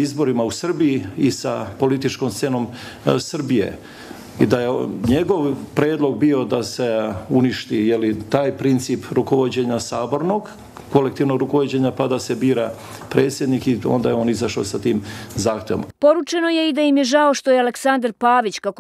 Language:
Serbian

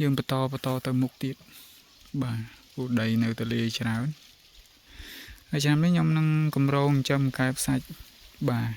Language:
Khmer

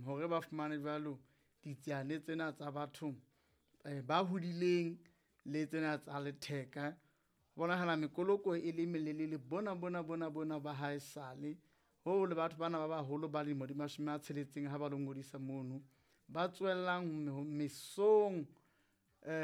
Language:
Southern Sotho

